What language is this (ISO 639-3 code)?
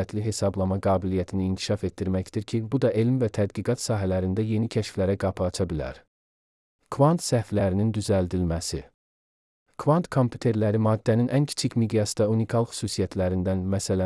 aze